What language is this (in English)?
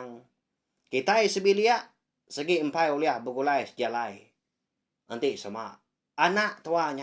Iban